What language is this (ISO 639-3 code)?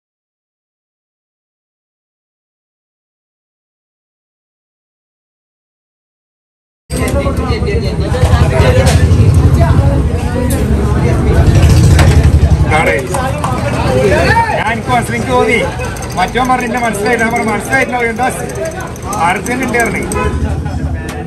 mal